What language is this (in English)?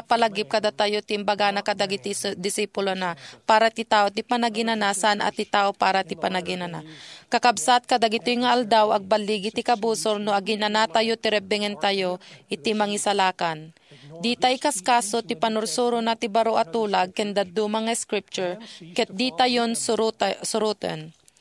Iloko